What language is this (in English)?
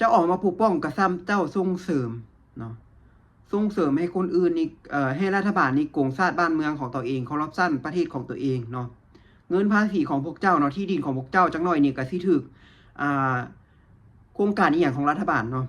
Lao